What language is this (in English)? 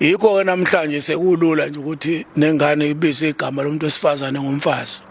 Zulu